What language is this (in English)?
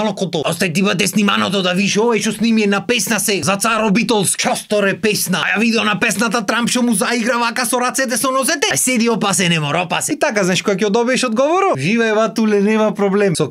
Macedonian